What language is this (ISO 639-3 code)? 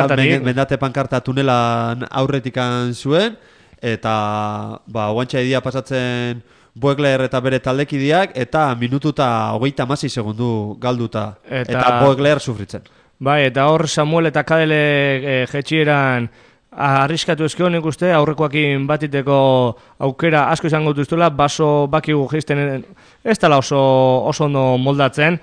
eus